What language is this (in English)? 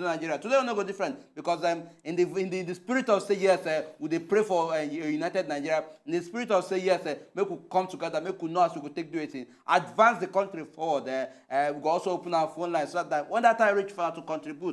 Nigerian Pidgin